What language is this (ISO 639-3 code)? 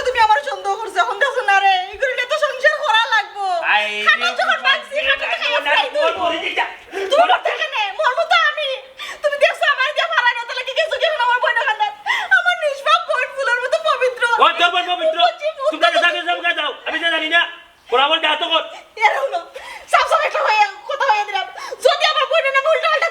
syl